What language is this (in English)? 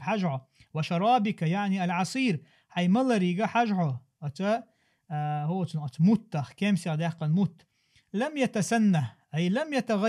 Chechen